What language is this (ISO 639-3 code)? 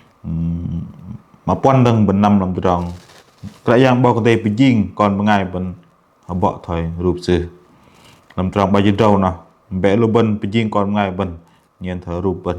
bdq